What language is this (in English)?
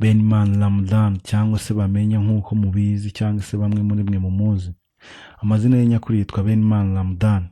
Kinyarwanda